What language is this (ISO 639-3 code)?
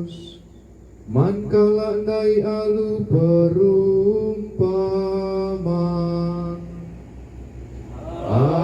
btx